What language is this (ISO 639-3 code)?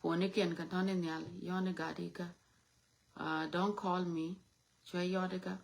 nus